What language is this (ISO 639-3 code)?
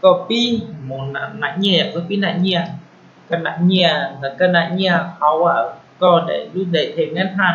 hmn